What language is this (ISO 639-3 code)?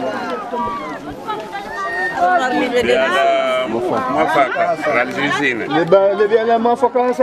swa